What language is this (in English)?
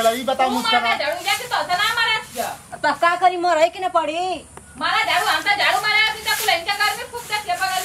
Bhojpuri